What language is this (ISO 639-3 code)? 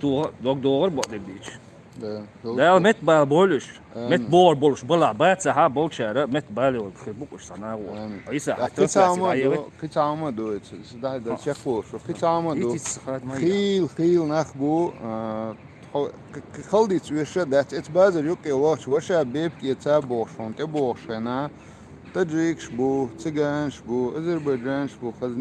che